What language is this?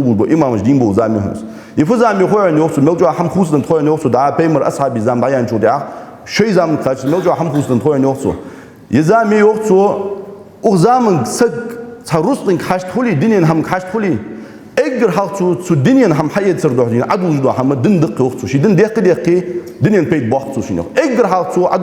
Ingush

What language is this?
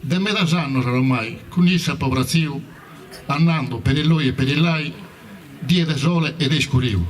Sardinian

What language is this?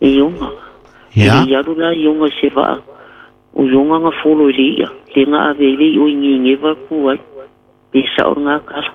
Samoan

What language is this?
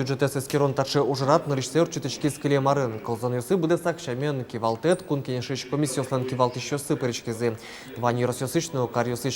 Udmurt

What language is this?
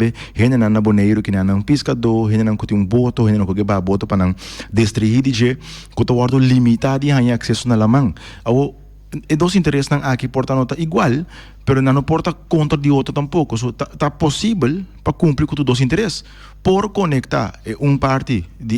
Papiamento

